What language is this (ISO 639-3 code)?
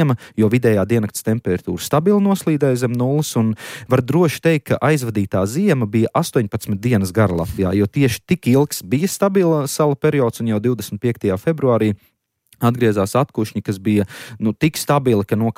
lav